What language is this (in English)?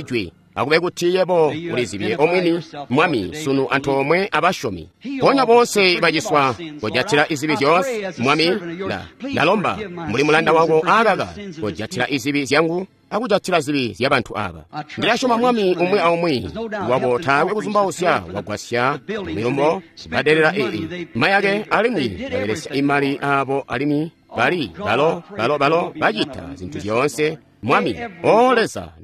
Tonga (Zambia)